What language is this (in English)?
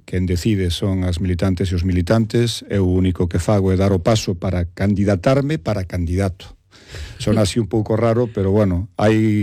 Galician